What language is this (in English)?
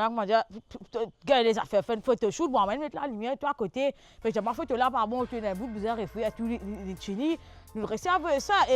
Morisyen